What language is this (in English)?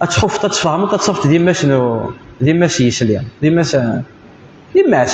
Kabyle